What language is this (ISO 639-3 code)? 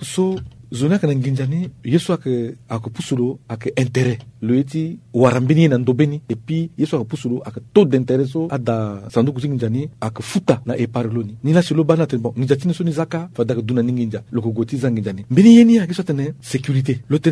sag